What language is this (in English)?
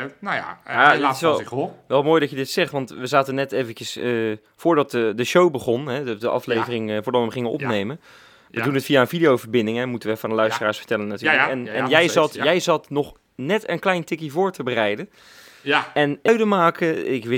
Dutch